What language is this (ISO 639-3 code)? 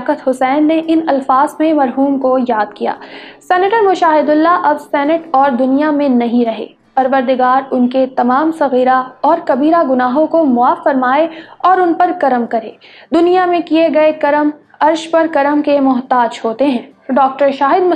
urd